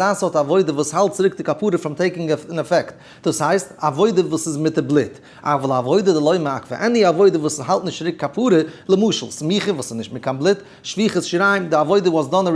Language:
Yiddish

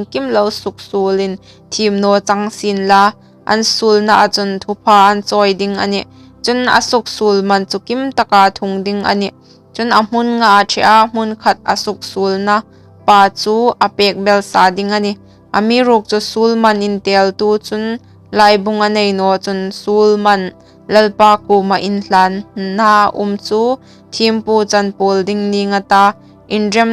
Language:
Hmar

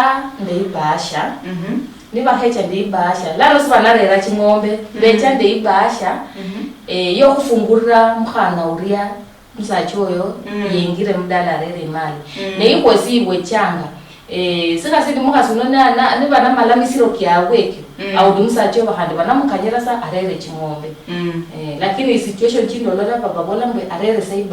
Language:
Luyia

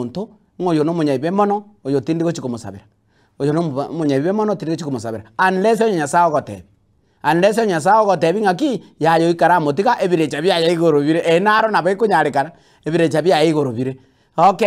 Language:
Gusii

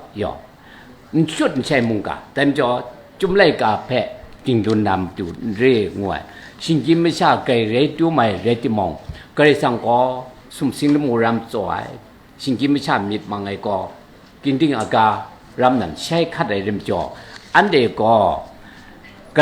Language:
Kachin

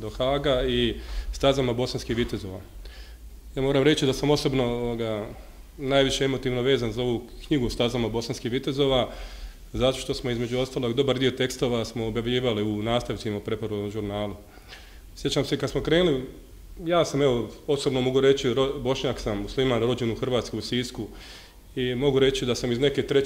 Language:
Bosnian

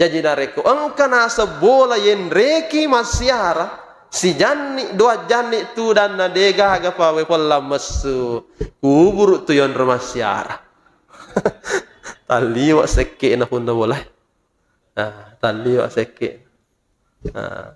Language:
Buginese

